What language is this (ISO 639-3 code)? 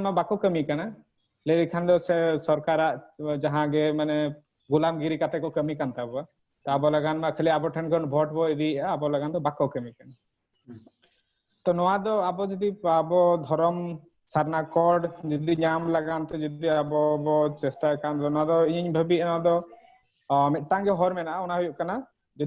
sat